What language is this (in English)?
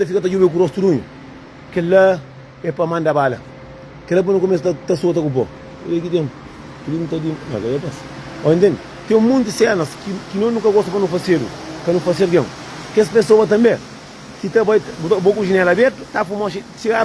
Kabuverdianu